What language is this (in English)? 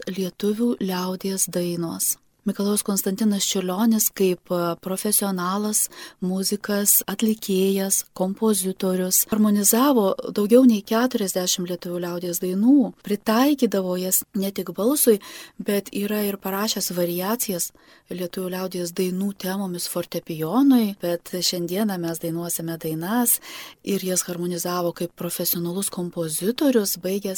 Lithuanian